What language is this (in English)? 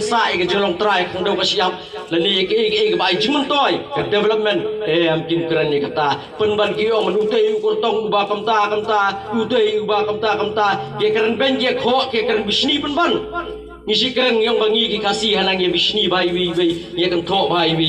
Khasi